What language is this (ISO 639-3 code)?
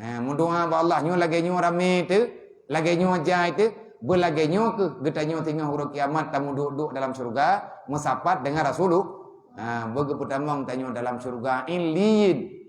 ace